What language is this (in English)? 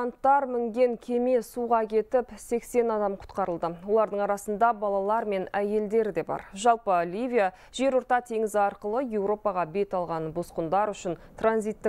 Kazakh